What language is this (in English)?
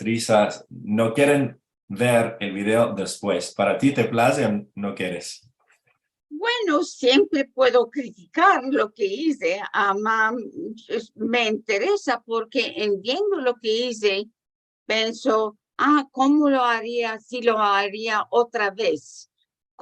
Ladino